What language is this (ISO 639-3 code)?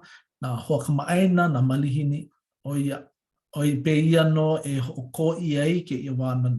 haw